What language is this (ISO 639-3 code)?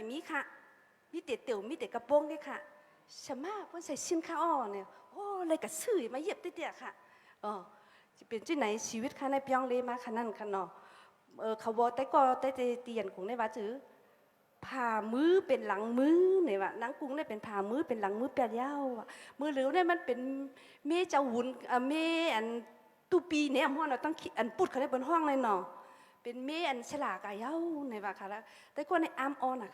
shn